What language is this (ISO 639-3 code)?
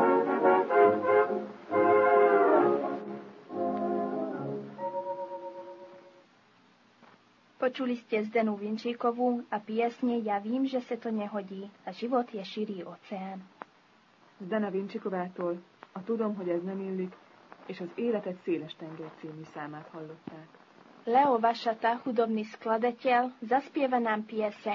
slk